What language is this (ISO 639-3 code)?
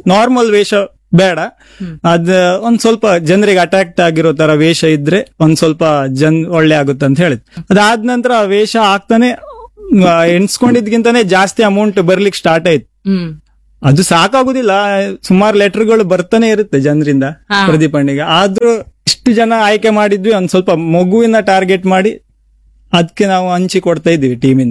kan